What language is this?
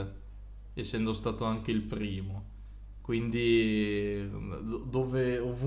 Italian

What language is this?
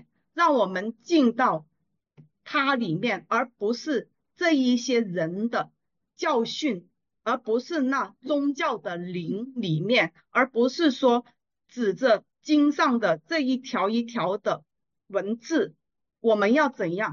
Chinese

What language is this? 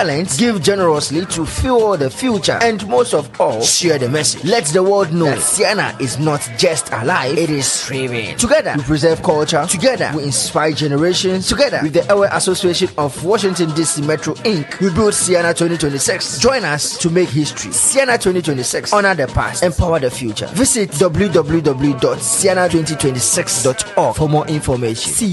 Ewe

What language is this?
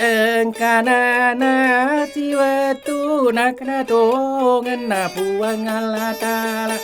Buginese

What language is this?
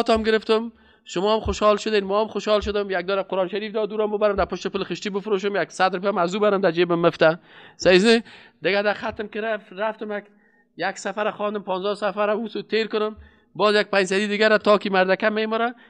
Persian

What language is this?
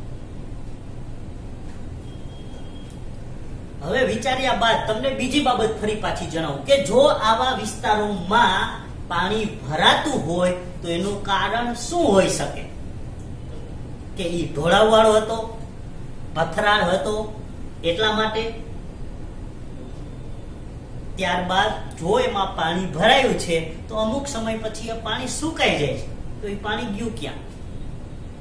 Gujarati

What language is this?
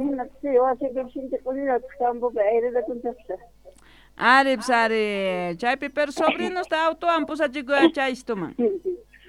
South Bolivian Quechua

